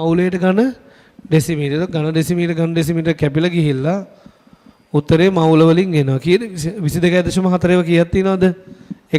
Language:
Sinhala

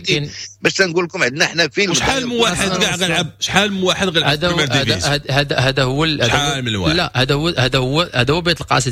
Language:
Moroccan Arabic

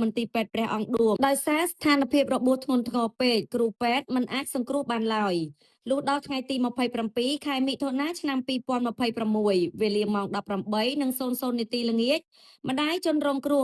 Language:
Khmer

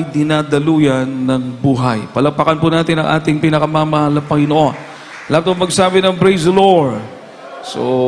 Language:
Filipino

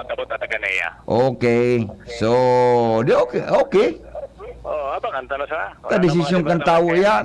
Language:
Bikol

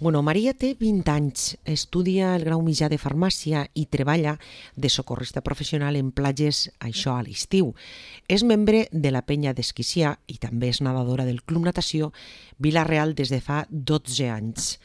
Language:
Catalan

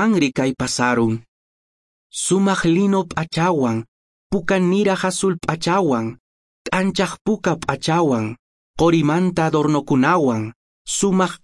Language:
Quechua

